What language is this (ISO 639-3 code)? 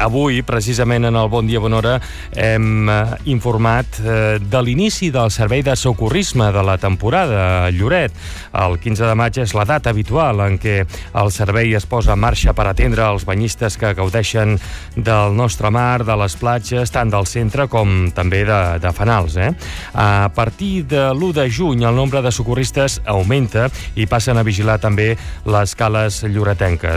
cat